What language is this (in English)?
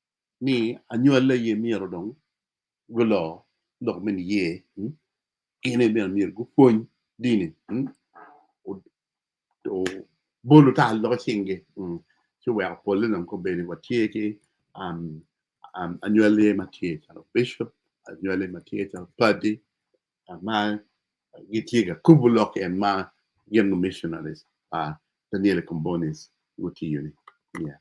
Acoli